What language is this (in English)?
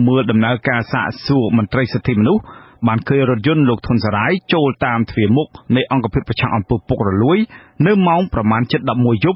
Khmer